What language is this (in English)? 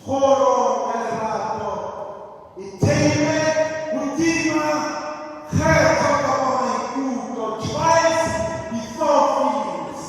Southern Sotho